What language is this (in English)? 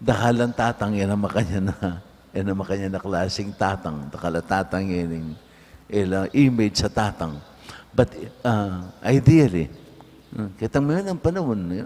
Pampanga